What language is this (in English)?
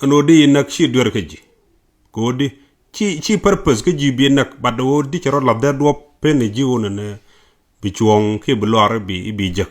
Nuer